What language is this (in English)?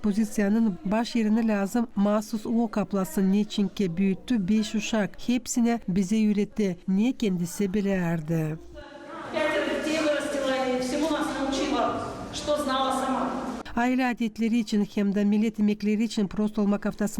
Gagauz